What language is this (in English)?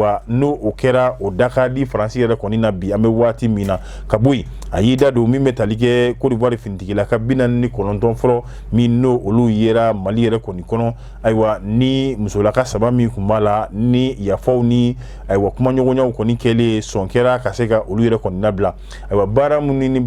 Bambara